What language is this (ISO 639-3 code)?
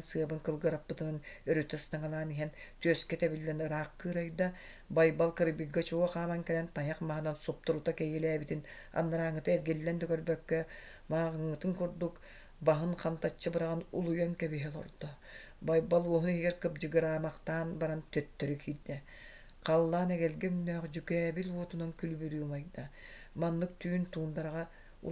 sah